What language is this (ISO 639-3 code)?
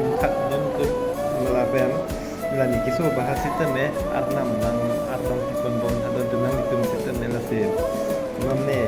mjw